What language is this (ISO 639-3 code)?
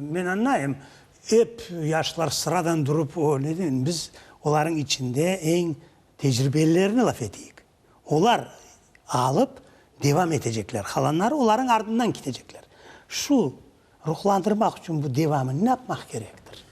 crh